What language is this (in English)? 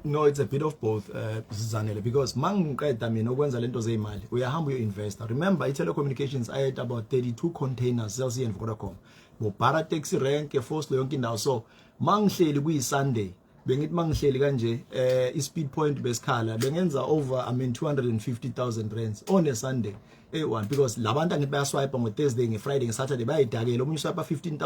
Zulu